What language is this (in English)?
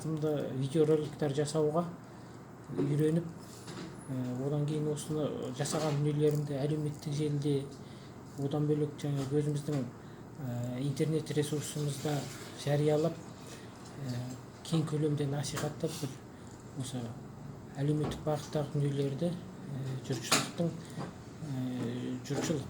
Kazakh